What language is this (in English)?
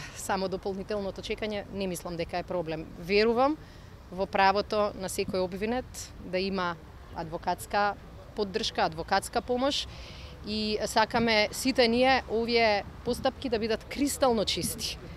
Macedonian